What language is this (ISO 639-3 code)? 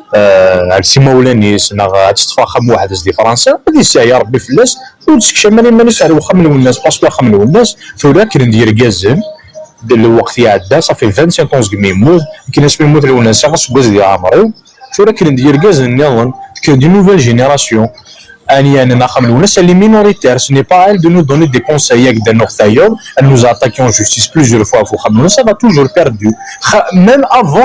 kab